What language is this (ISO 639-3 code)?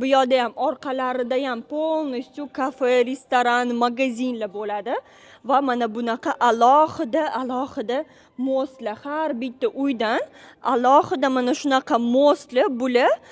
uzb